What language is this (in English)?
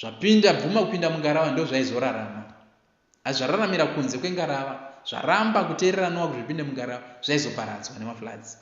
Shona